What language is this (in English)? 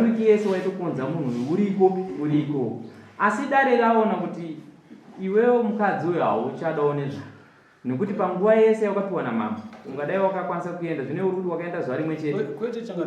Shona